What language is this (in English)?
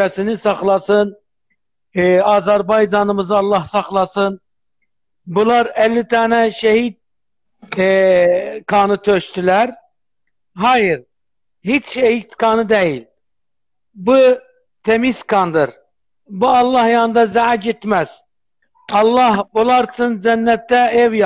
South Azerbaijani